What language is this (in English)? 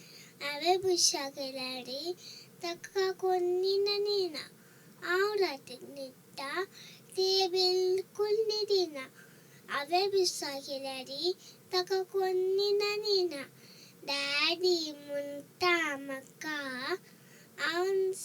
Konkani